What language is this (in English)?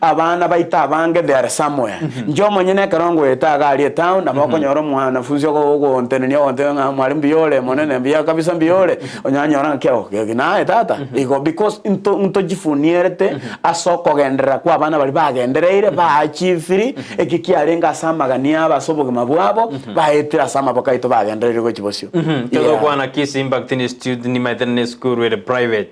Gusii